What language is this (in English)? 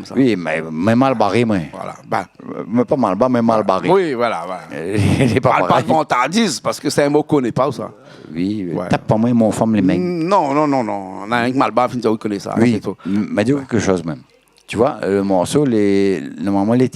Réunion Creole French